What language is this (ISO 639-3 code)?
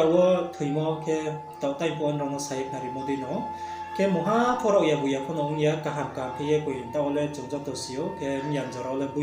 ria